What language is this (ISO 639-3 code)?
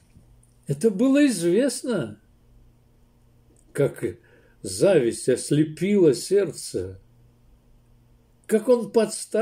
rus